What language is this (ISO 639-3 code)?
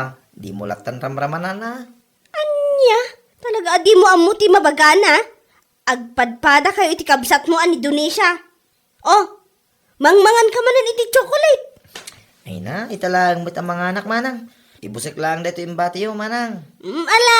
ilo